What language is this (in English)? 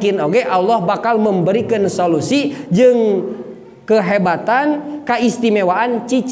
Sundanese